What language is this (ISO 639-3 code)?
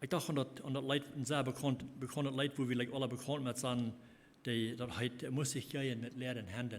pdt